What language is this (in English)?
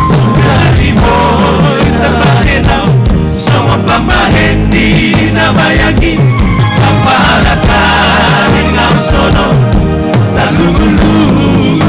Batak Simalungun